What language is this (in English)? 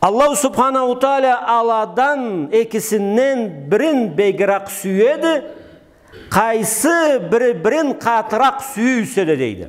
Karachay-Balkar